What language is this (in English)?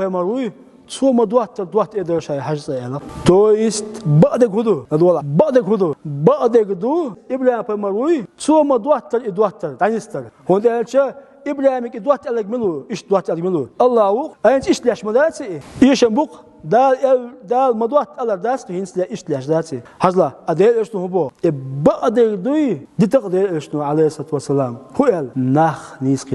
Chechen